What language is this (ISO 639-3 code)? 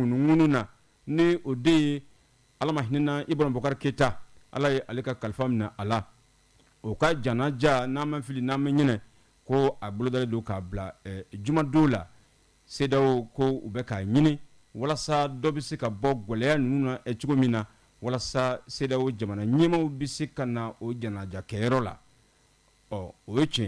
bam